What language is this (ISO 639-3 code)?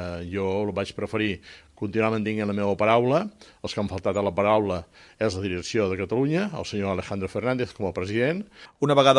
cat